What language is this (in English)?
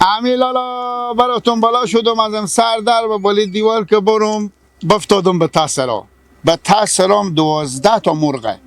Persian